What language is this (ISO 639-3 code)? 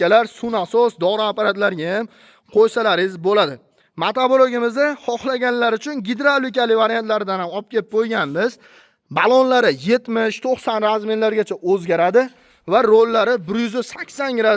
uzb